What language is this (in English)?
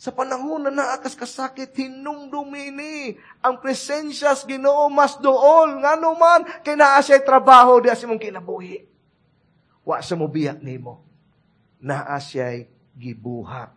Cebuano